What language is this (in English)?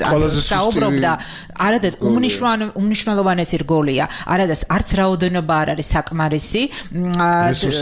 Georgian